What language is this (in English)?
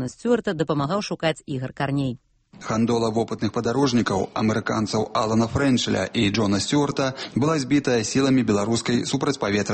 Belarusian